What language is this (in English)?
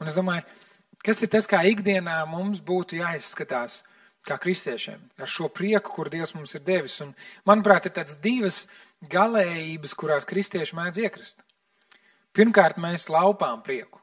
Latvian